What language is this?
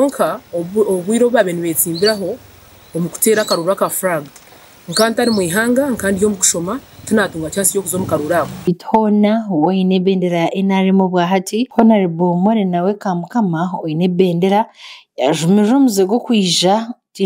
Nyankole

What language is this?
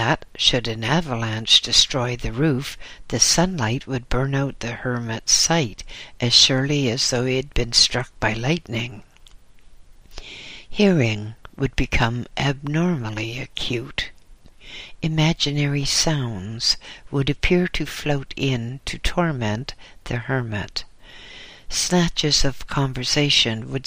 English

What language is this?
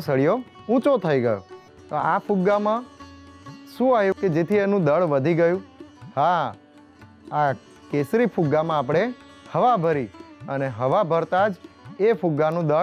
Gujarati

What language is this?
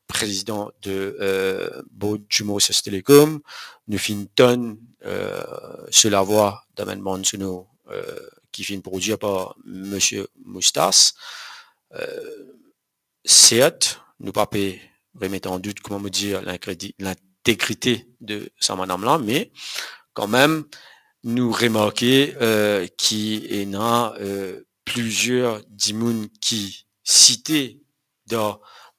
Morisyen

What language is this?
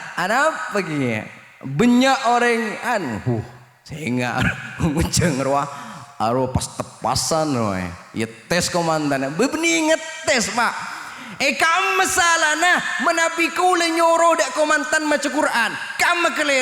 Madurese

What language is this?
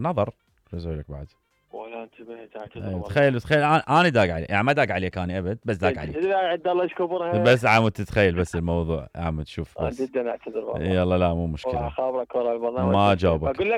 Mesopotamian Arabic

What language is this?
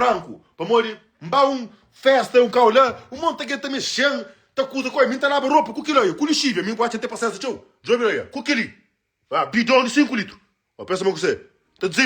Kabuverdianu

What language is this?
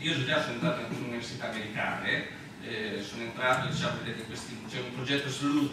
Italian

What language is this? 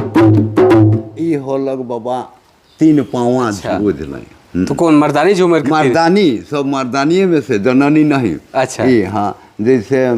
Sadri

